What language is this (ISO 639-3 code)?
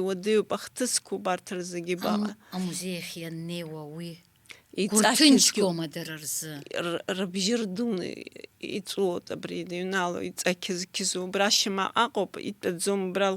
abk